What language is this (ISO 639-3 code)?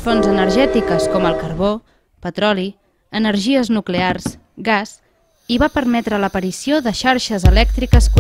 cat